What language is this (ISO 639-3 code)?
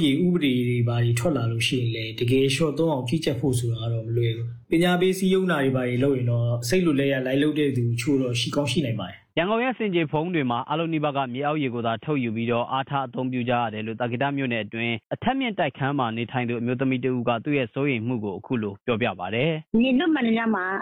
mya